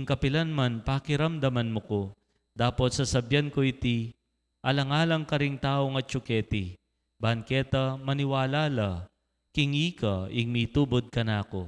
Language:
Pampanga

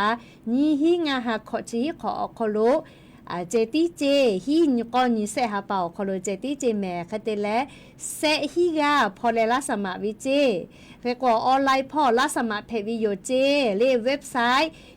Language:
Lahu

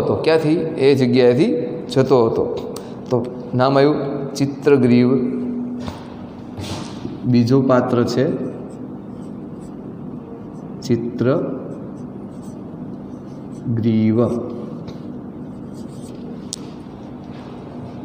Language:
Gujarati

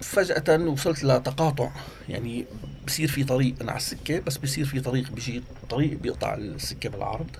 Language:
North Levantine Arabic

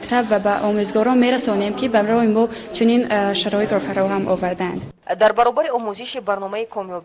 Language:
Tajik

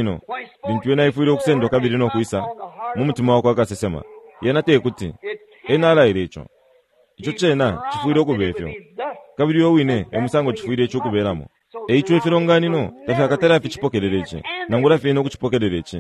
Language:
Bemba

